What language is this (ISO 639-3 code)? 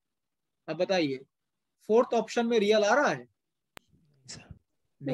hin